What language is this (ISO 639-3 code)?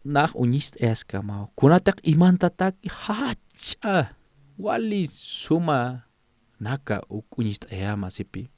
aym